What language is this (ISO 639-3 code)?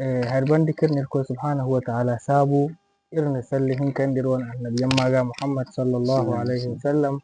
dje